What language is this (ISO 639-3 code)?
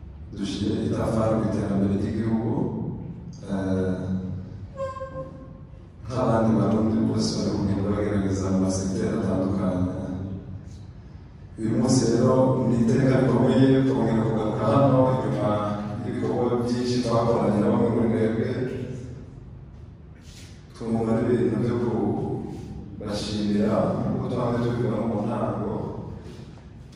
run